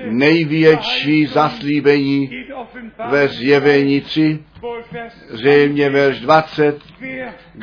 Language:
Czech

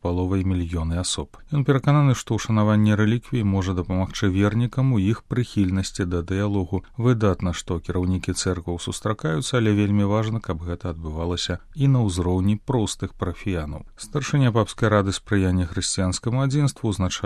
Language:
Belarusian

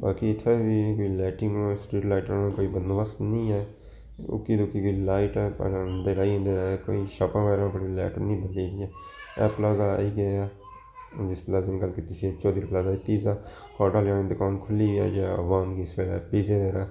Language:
Pahari-Potwari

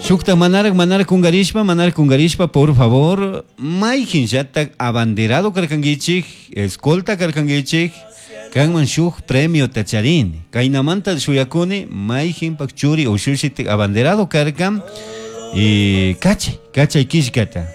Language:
Chimborazo Highland Quichua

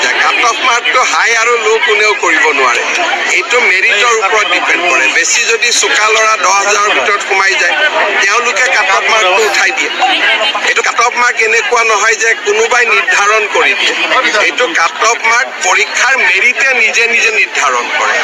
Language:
Assamese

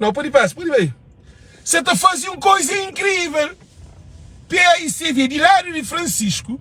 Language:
Kabuverdianu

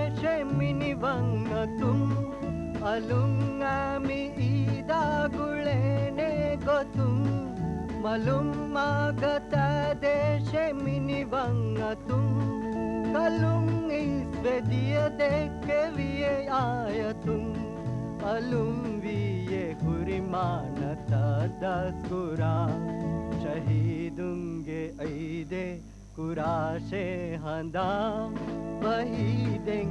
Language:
Divehi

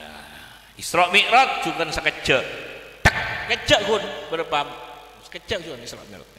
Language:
Madurese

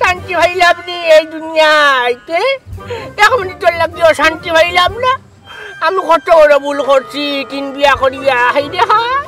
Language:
Sylheti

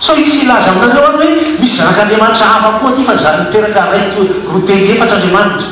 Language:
Malagasy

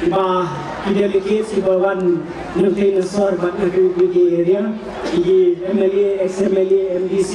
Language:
Khasi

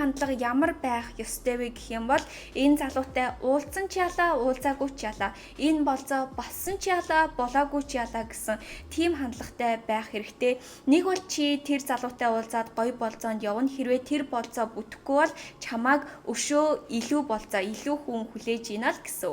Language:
Mongolian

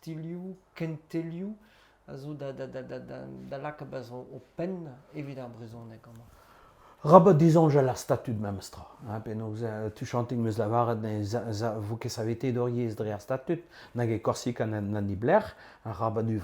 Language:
Breton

